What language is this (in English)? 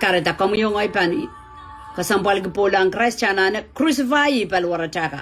Pohnpeian